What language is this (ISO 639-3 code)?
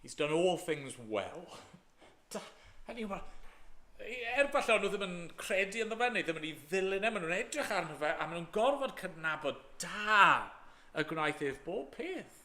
cym